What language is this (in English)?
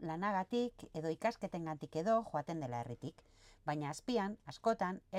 Basque